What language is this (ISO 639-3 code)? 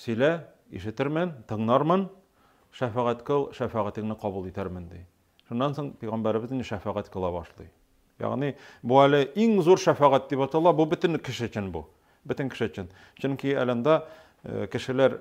tat